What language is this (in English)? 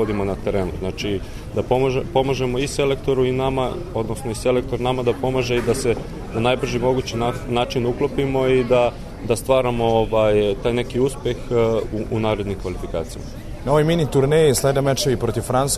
Serbian